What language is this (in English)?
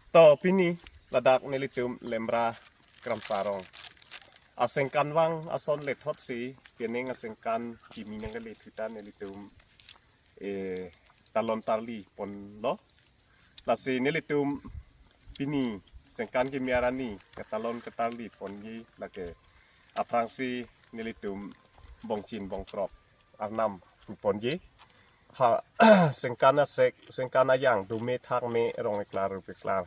Karbi